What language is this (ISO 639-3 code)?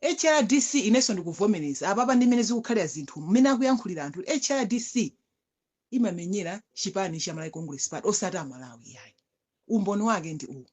nya